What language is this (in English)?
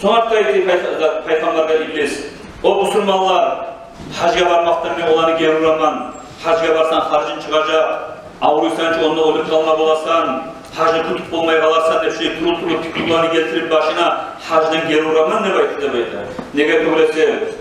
Kumyk